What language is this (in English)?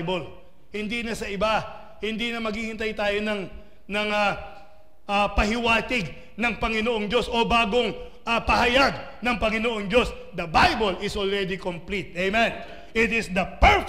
Filipino